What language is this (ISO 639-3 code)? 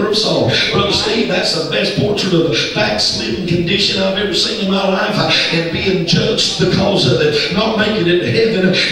eng